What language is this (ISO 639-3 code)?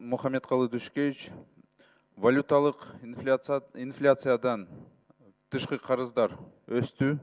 kir